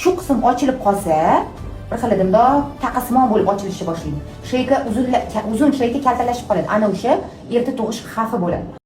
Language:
Uzbek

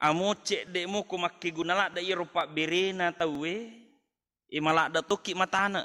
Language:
Buginese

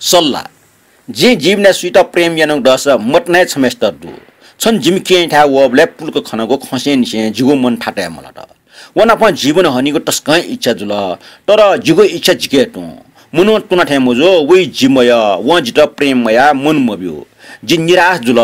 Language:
Newari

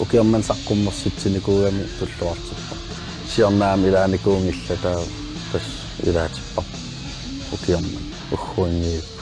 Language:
Kalaallisut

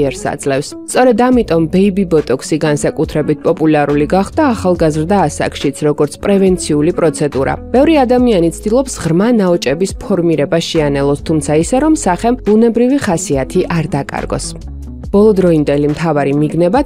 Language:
Georgian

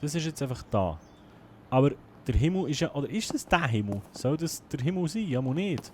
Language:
Swiss German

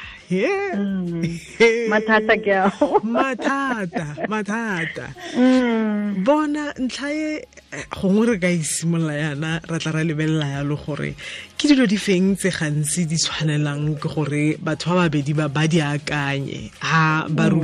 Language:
Tswana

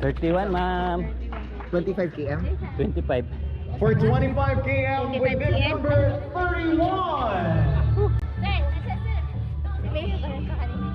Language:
Cebuano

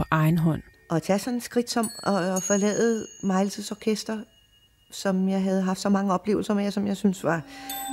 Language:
Danish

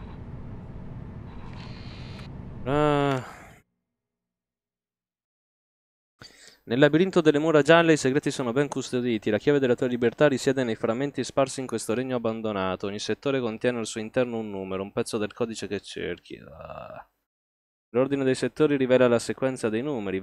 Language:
Italian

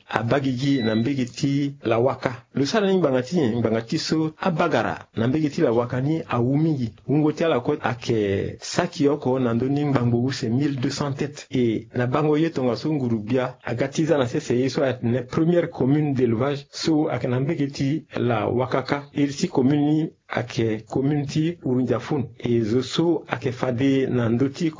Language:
Sango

